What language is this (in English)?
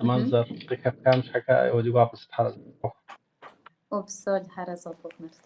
Kabardian